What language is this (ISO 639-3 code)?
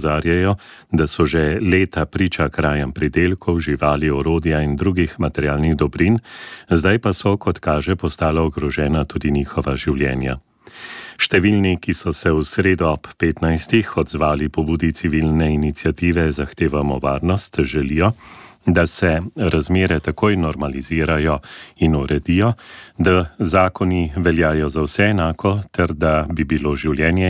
slv